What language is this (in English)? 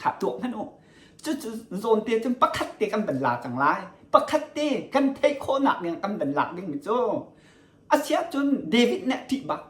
Hakha Chin